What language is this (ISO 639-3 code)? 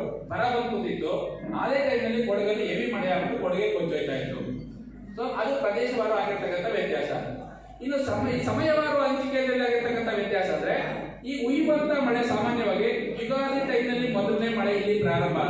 kan